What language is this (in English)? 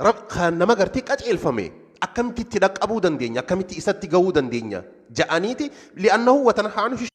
Oromo